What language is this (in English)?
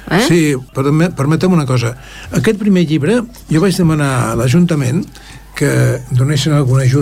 Catalan